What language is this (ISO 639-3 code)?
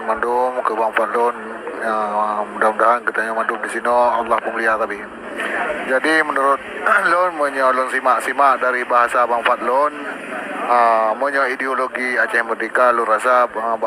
ace